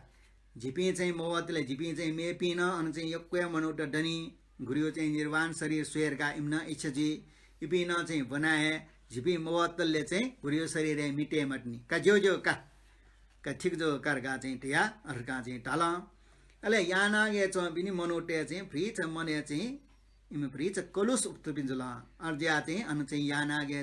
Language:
Newari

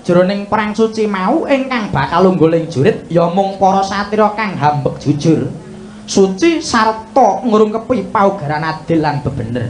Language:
Javanese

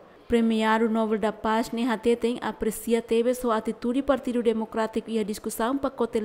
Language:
Tetum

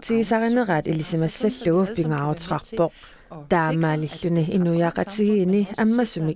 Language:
Kalaallisut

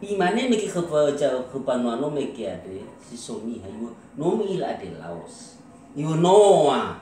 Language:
Nias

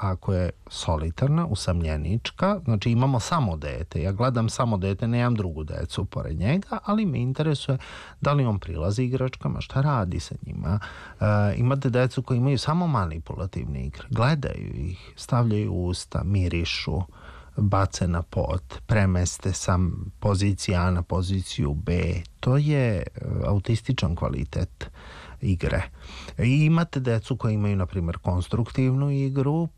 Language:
Serbian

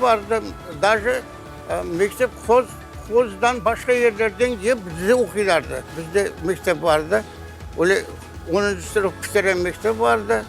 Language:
Crimean Tatar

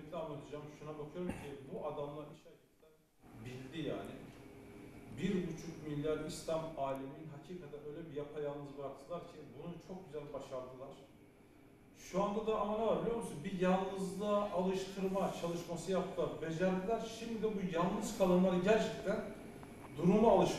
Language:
Turkish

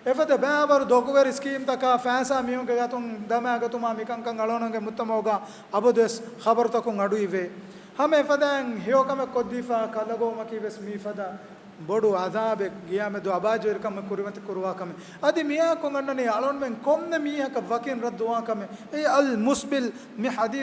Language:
Divehi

